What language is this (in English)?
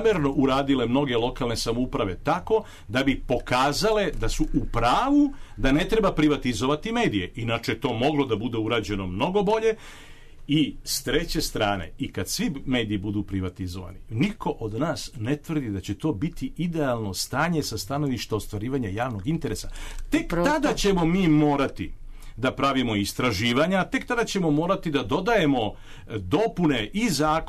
Serbian